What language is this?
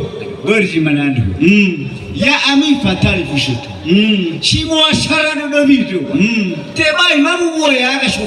Nias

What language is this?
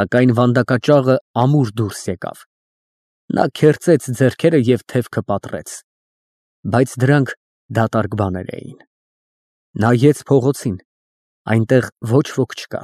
Armenian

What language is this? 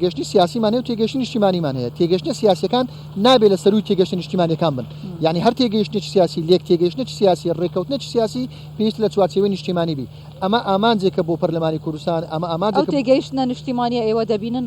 Central Kurdish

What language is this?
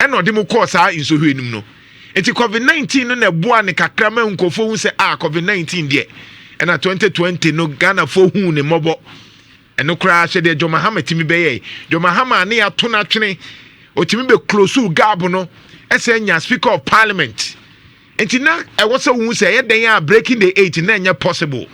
Akan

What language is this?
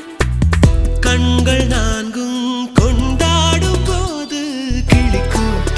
Tamil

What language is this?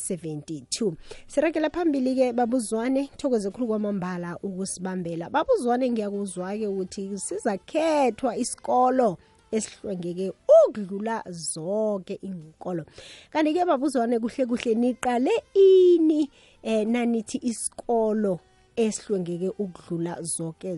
South Ndebele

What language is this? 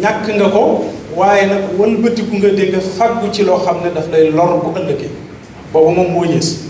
Wolof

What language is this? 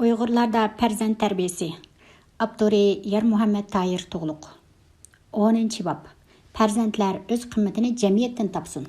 Uyghur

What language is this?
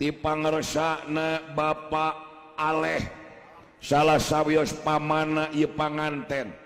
Sundanese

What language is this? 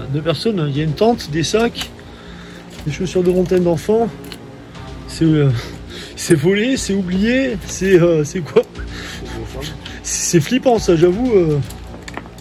French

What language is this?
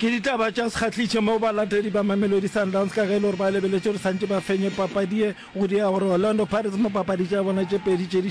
Northern Sotho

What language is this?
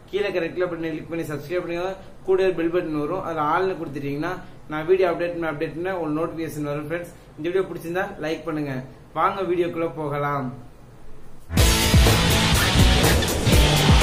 Tamil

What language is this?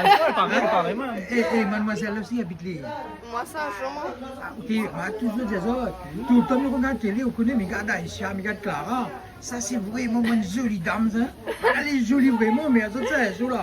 Réunion Creole French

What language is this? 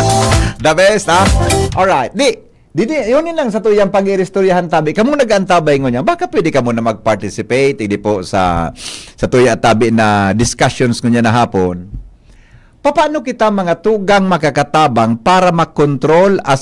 Bikol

